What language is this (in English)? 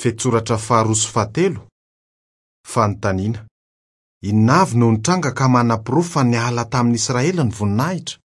Malagasy